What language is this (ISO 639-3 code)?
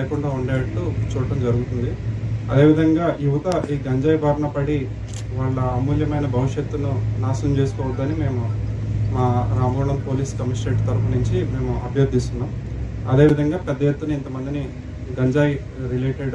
tel